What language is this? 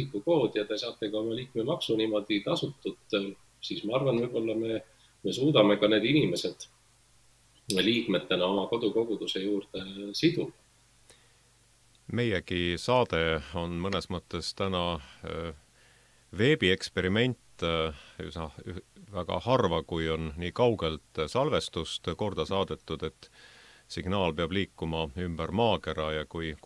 Estonian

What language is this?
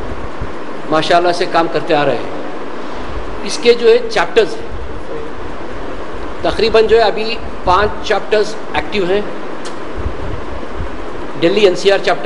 Urdu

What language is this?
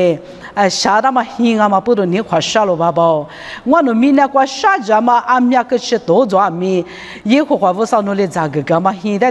Lisu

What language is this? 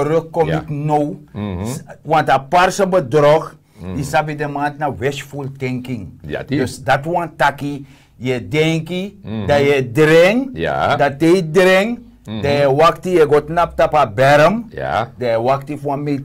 Sranan Tongo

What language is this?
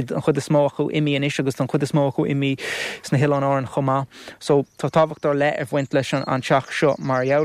Irish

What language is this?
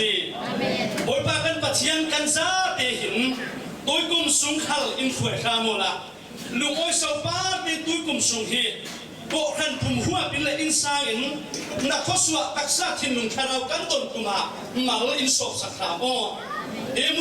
Falam Chin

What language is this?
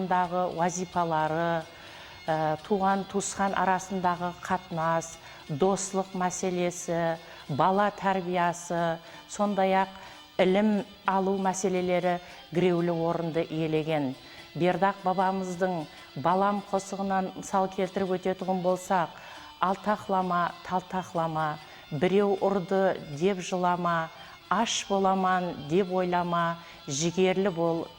Kara-Kalpak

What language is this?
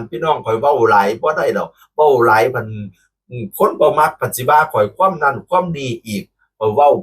Northeastern Thai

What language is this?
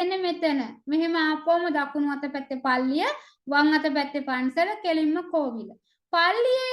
Sinhala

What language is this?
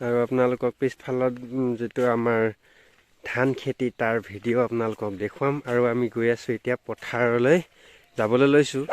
Assamese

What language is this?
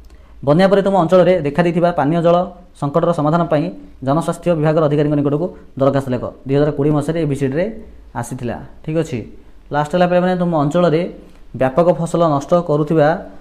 Odia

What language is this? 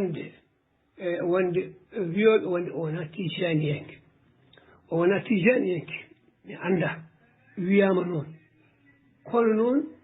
Fula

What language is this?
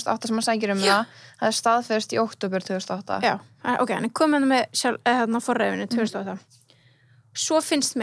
Icelandic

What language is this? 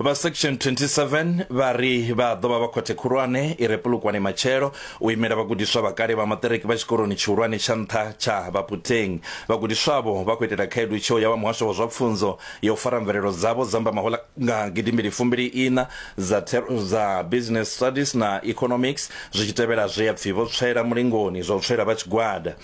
Venda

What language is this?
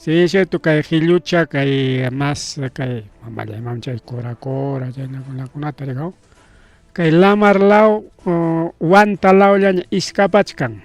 Ayacucho Quechua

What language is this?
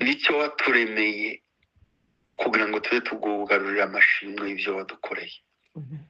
Kinyarwanda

